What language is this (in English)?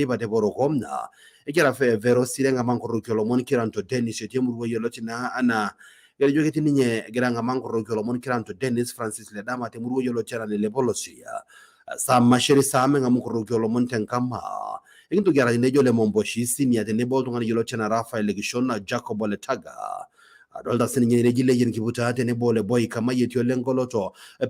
Masai